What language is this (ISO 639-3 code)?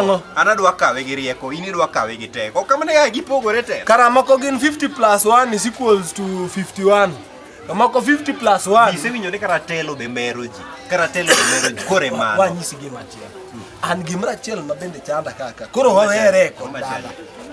luo